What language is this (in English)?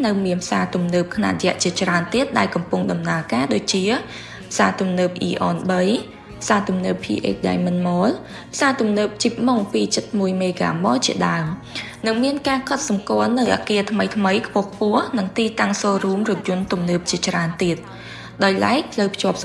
Khmer